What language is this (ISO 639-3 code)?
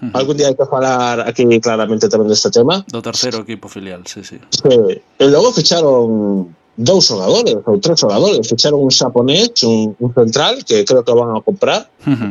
glg